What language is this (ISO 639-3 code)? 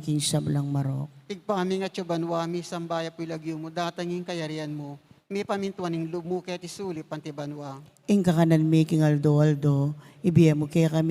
pam